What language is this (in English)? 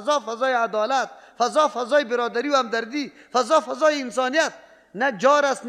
Persian